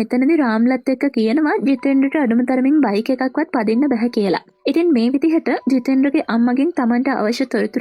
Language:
Sinhala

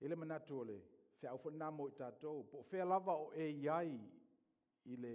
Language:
Samoan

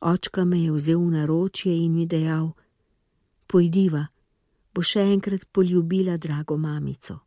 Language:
Slovenian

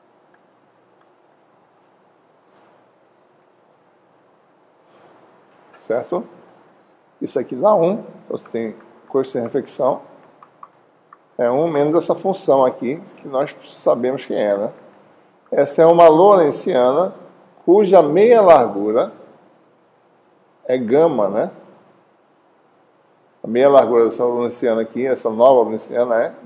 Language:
Portuguese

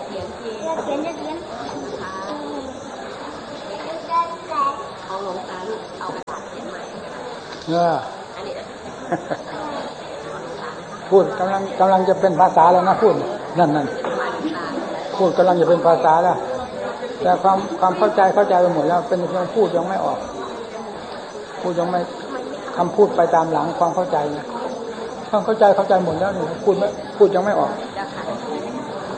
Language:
Thai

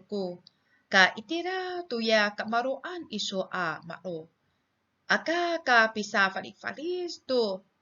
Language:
Amis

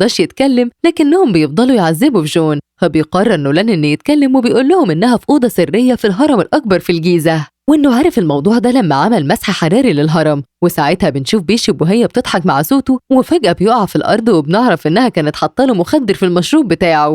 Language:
Egyptian Arabic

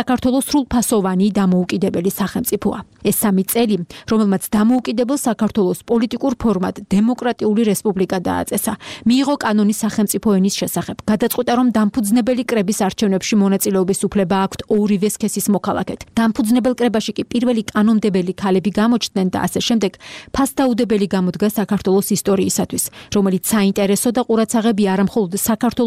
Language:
Georgian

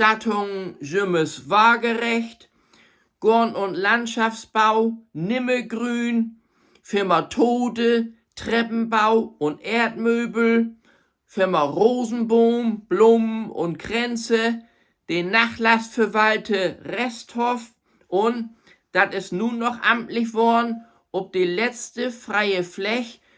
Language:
Low German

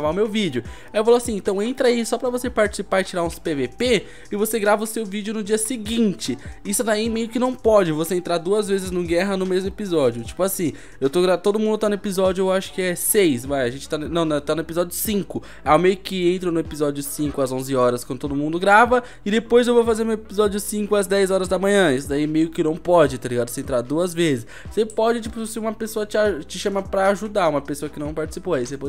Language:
Portuguese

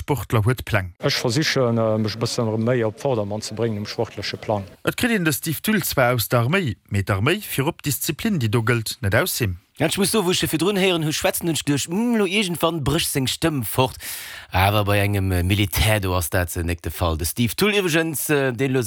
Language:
Luxembourgish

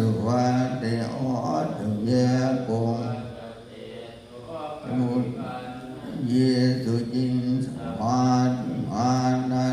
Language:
Pali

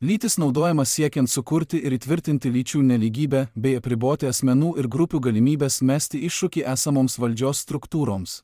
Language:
Lithuanian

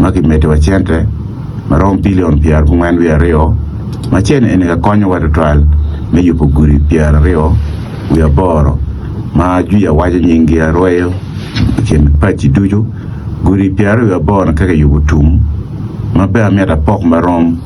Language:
Acoli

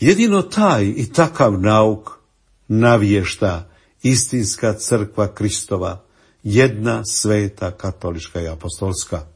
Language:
Croatian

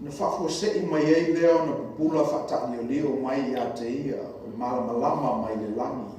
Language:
Samoan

